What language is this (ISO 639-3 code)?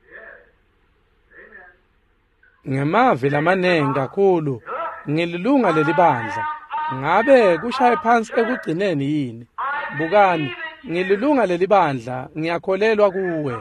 ssw